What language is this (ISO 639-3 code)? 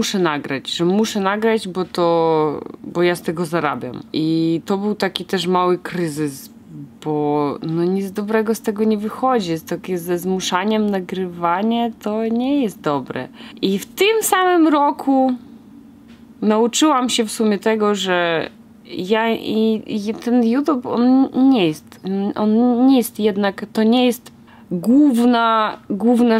pol